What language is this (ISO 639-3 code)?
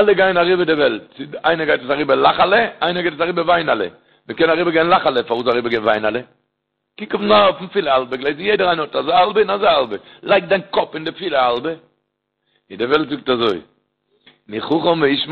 yid